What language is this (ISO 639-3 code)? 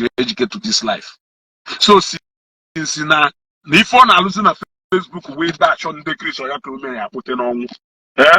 ibo